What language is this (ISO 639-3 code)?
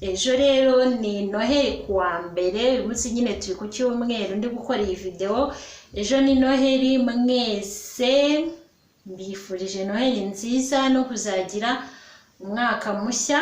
kin